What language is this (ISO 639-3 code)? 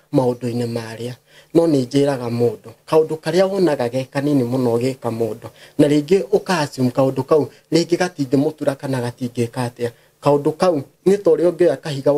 kik